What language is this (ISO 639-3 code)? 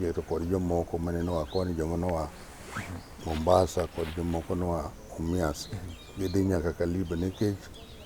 luo